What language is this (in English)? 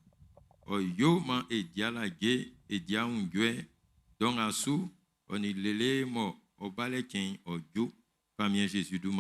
Baoulé